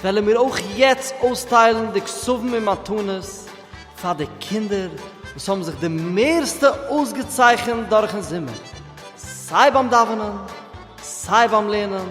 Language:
Yiddish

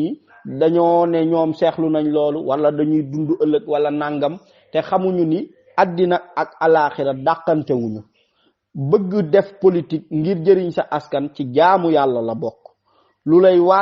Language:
Wolof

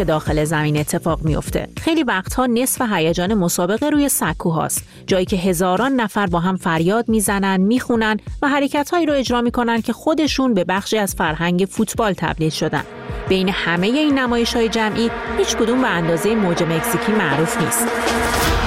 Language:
Persian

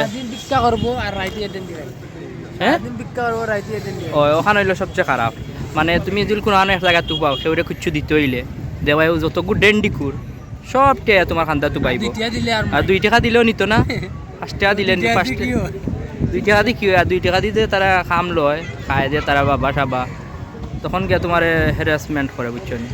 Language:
Sylheti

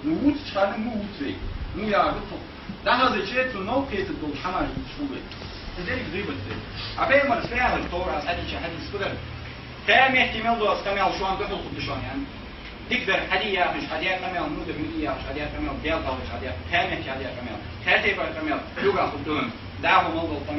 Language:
Ingush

